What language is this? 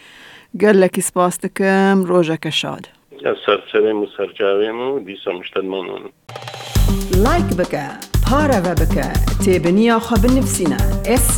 Kurdish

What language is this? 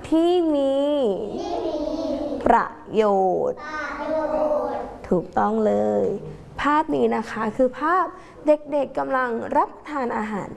Thai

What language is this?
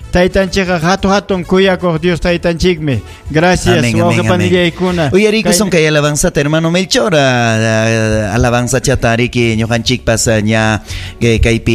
Ayacucho Quechua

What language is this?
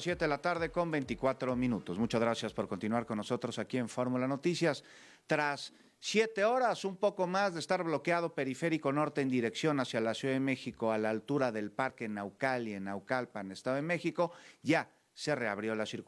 Spanish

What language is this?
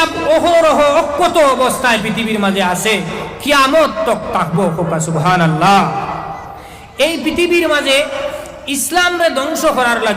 Sylheti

